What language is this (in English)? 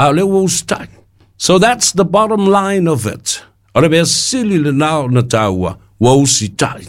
Samoan